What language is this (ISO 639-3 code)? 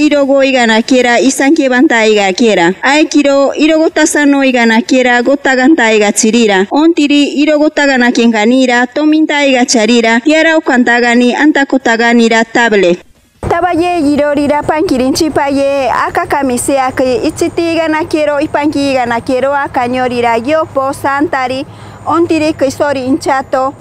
mcb